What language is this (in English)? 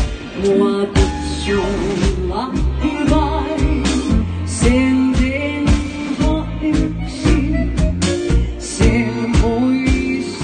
Finnish